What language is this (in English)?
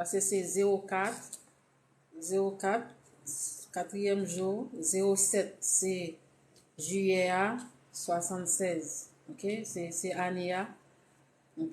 Haitian Creole